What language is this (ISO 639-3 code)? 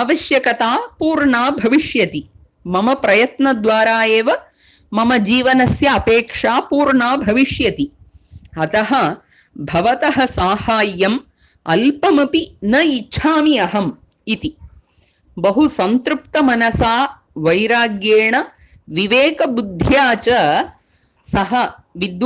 san